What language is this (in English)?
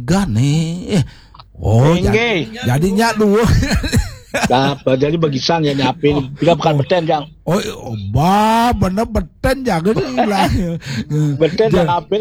Balinese